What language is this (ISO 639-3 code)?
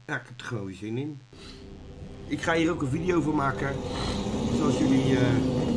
nld